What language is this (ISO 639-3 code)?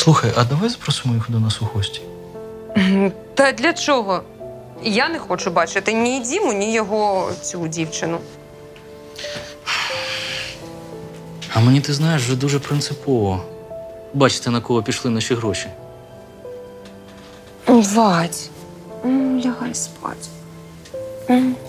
ukr